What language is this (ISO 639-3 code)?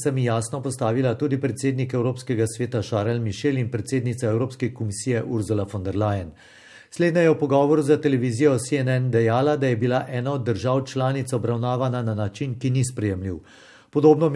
slv